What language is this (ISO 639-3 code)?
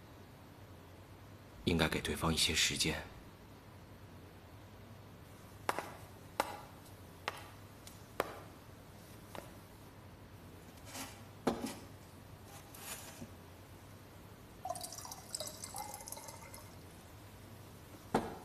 zho